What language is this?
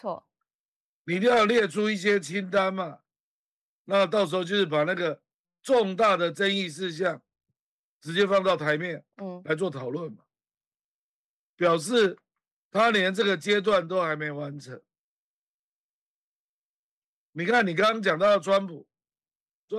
Chinese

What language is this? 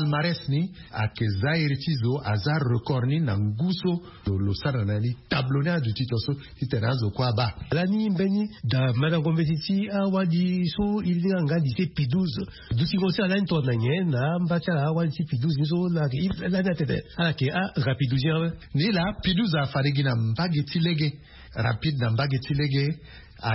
Sango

